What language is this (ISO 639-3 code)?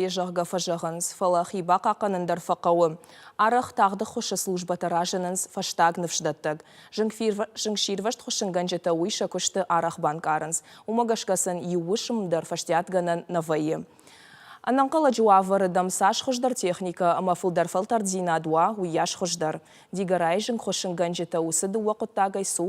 oss